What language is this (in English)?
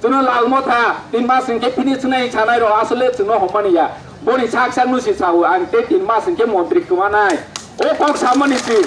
Riang (India)